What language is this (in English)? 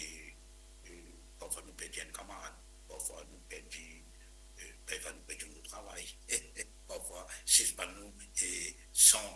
Morisyen